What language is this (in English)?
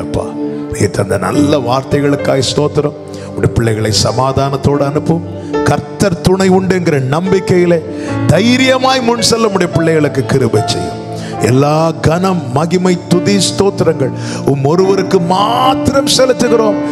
Tamil